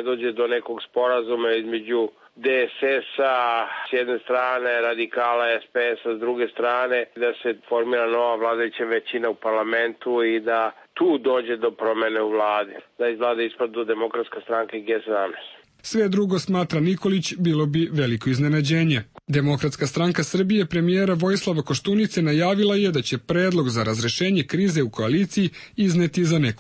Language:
Serbian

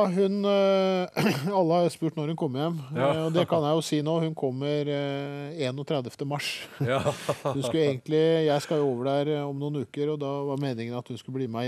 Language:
Norwegian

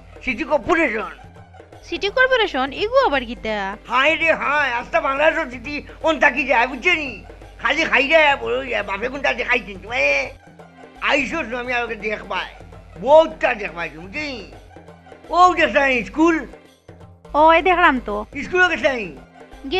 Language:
Sylheti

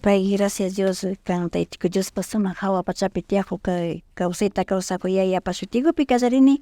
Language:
Imbabura Highland Quichua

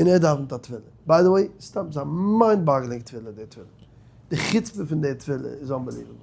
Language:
Yiddish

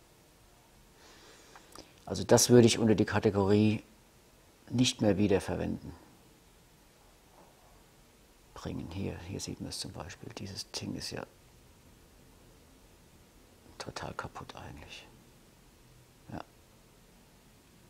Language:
German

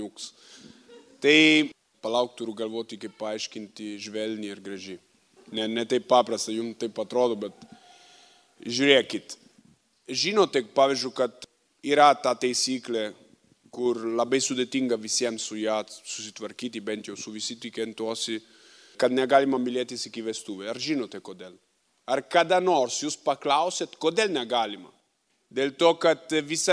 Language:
Lithuanian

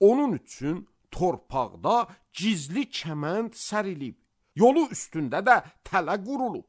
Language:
Azerbaijani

